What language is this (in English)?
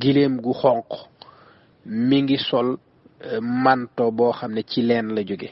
Wolof